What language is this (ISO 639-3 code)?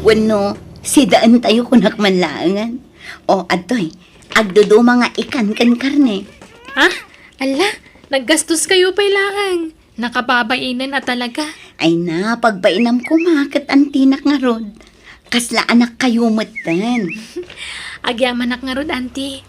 ilo